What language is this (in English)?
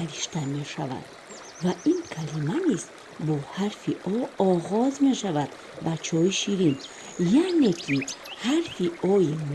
Tajik